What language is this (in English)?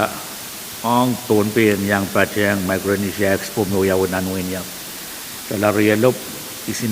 Pohnpeian